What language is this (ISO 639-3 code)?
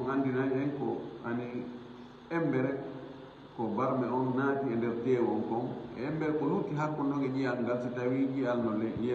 ful